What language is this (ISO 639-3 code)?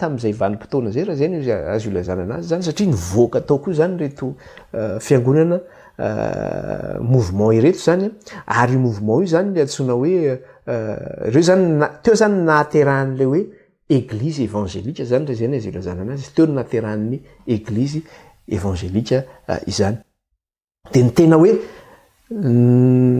mlg